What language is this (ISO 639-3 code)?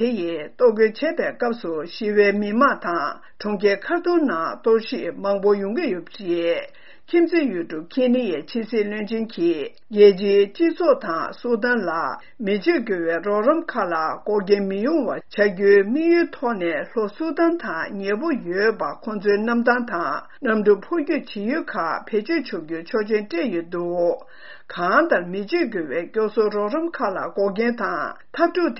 bod